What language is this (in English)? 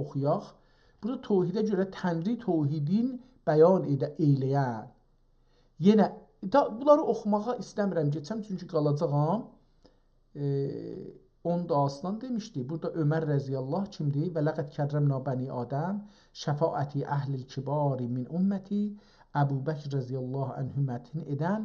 South Azerbaijani